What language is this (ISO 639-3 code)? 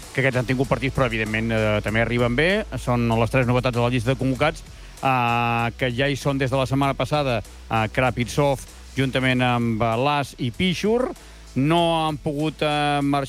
cat